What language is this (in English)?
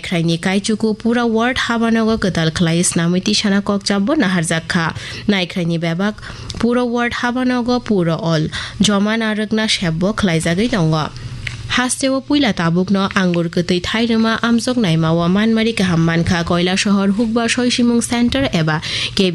Kok Borok